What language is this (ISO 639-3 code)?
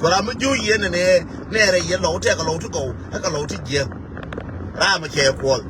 nus